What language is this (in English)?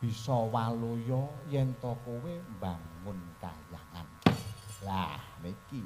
Javanese